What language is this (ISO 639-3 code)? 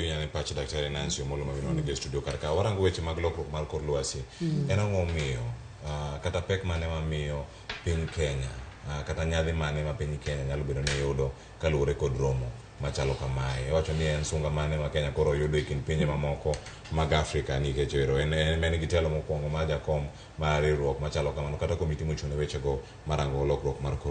luo